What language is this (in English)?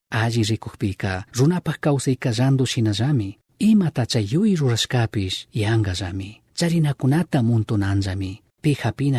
Chimborazo Highland Quichua